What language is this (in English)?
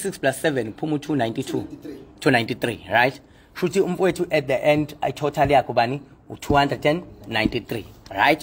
Zulu